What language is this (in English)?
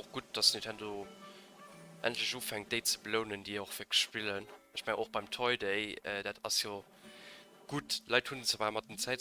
Luxembourgish